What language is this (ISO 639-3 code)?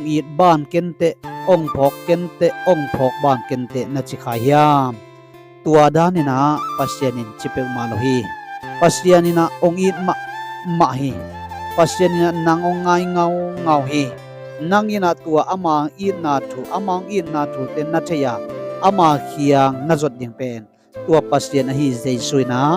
ctd